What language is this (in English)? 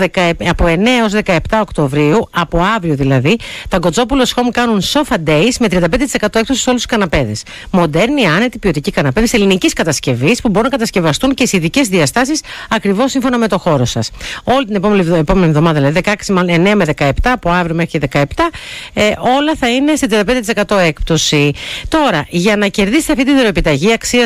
Greek